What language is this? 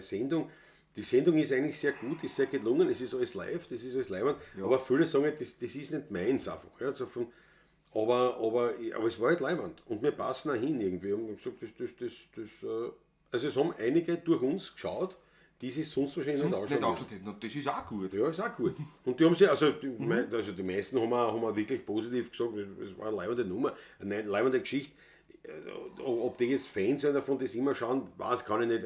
Bavarian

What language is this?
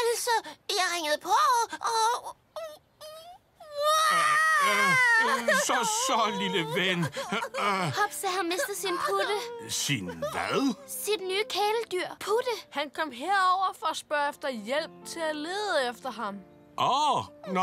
Danish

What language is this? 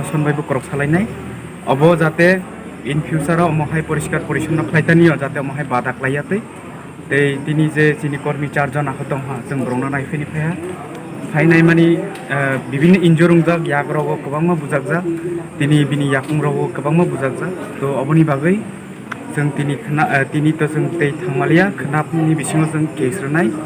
Kok Borok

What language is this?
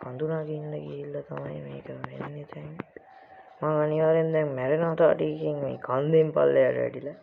Sinhala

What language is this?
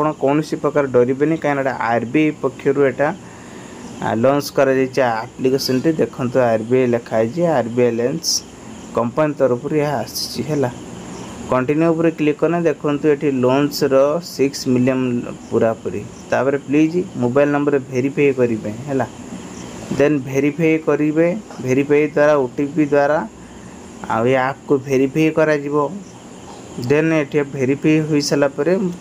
Odia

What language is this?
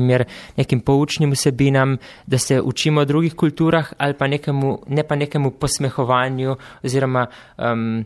Slovenian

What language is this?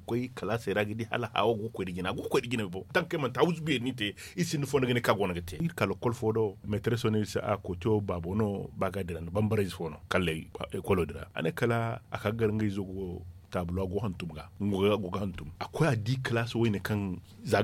Zarma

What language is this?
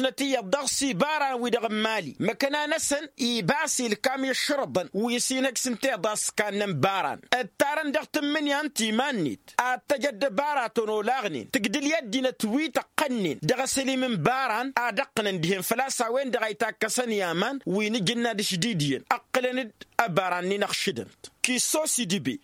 Tamasheq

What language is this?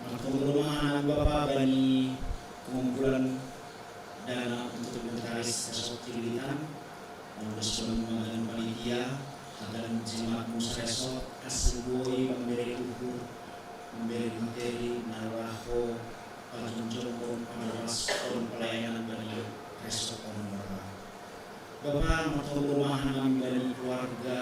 Batak Simalungun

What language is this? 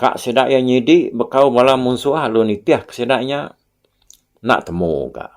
Iban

